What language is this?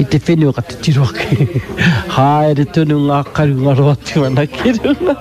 Māori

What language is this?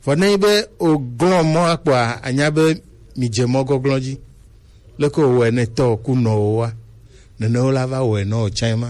Gen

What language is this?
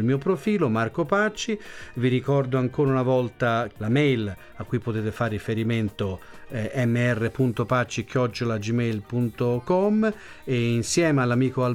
Italian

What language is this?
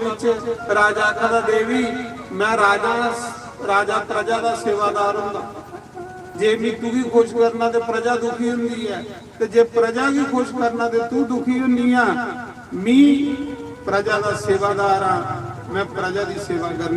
Dogri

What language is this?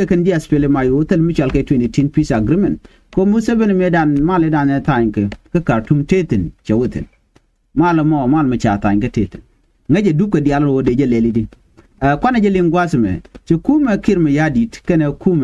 Nuer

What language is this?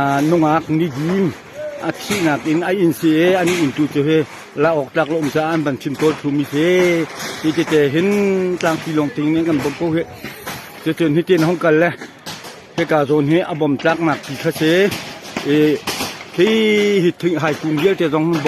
Hakha Chin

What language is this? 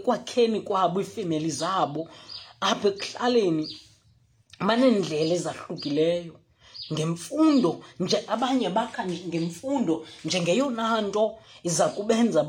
Xhosa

